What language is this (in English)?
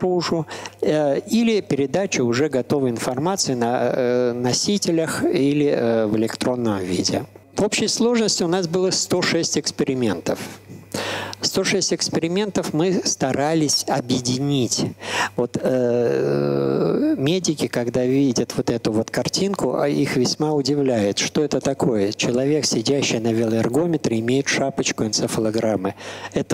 Russian